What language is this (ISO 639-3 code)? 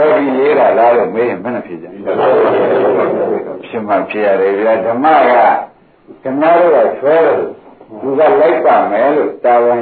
mya